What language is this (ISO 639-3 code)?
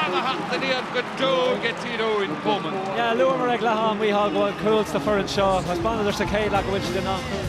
gle